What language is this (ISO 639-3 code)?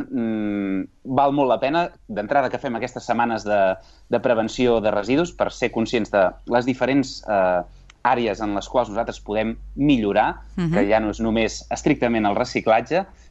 cat